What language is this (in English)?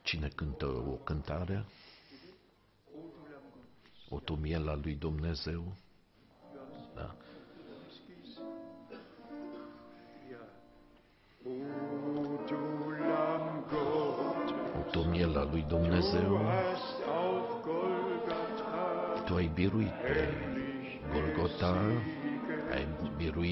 Romanian